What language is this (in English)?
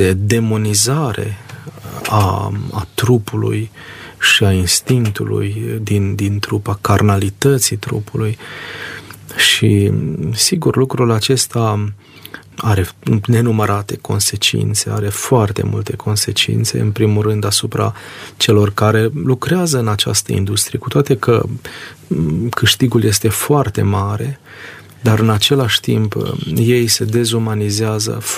Romanian